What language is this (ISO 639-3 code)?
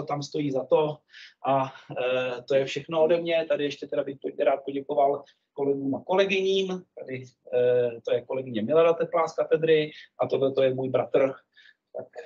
ces